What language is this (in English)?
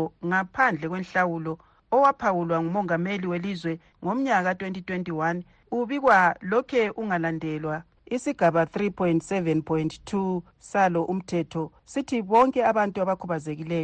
North Ndebele